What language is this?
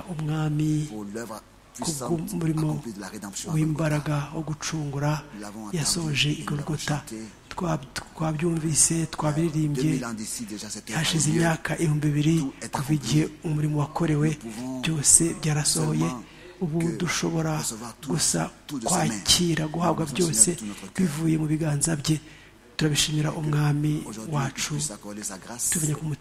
Kinyarwanda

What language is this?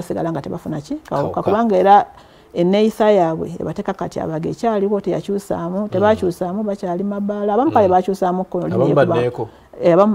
Ganda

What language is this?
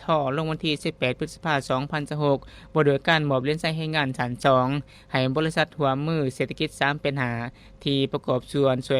Lao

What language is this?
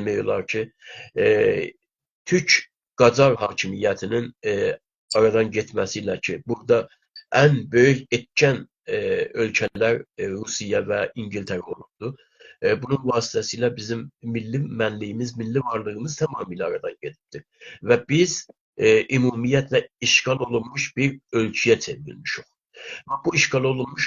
South Azerbaijani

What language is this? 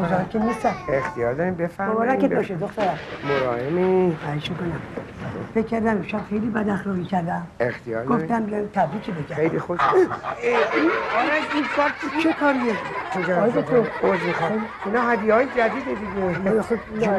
Persian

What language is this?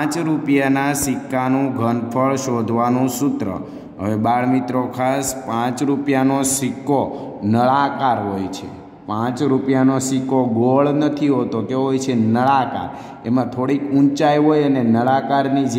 Gujarati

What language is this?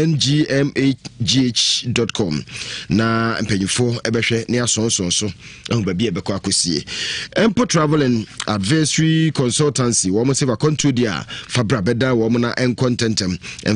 Akan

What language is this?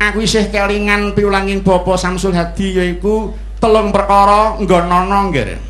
Javanese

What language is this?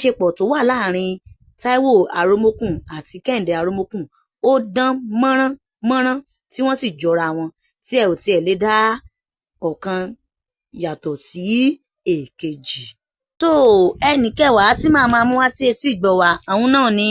Yoruba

